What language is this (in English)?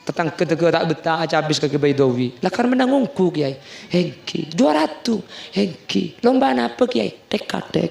Madurese